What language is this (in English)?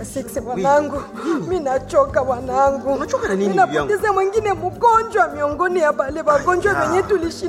Swahili